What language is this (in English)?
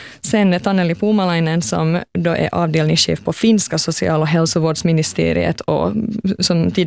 Swedish